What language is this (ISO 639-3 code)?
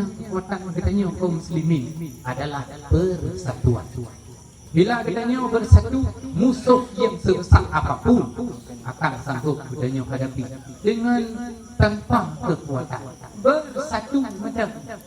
ace